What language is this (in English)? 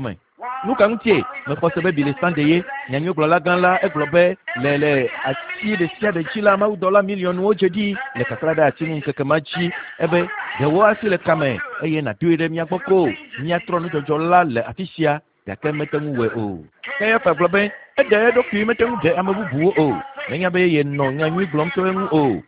Ewe